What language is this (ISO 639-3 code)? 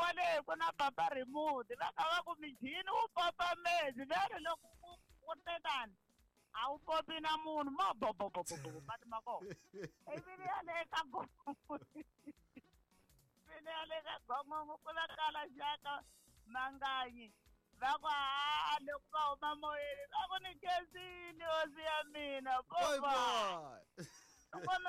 tso